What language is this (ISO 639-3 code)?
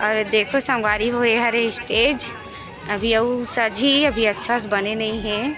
hne